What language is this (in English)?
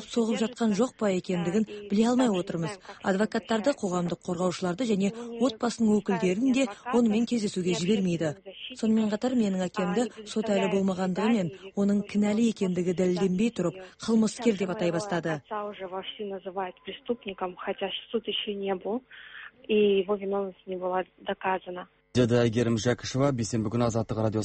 Kazakh